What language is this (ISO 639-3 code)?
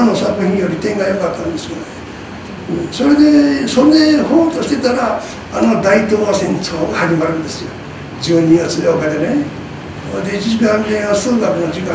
jpn